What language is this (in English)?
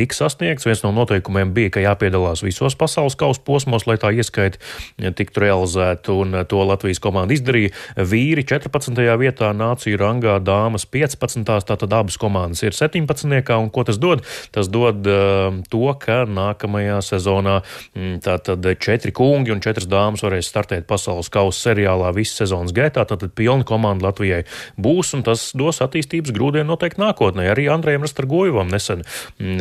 Latvian